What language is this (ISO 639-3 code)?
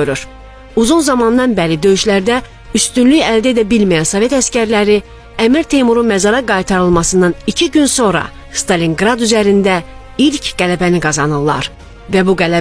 aze